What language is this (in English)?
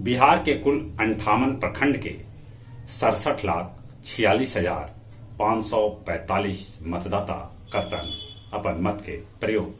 Magahi